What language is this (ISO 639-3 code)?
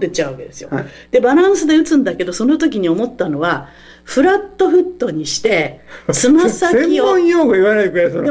jpn